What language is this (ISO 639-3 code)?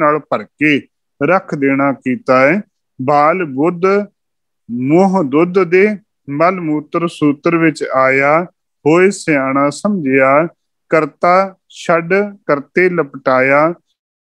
pan